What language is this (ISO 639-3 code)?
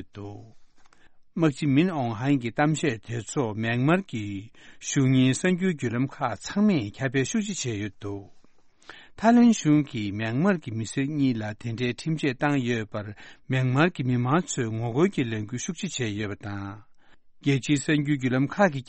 bod